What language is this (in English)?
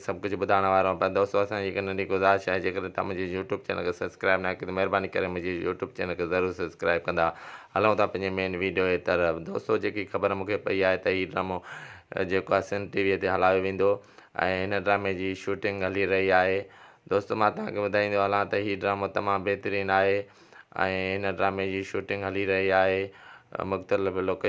Sindhi